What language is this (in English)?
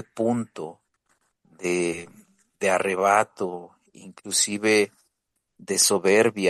Spanish